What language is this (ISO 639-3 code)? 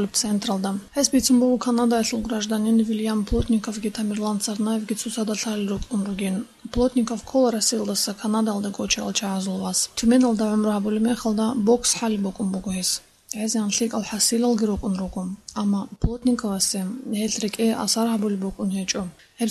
ava